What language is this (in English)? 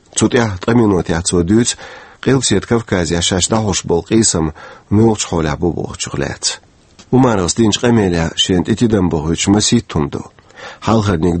Chechen